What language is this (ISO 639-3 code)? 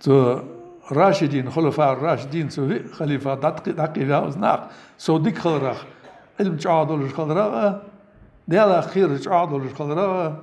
inh